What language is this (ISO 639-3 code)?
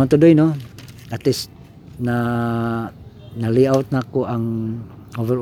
ceb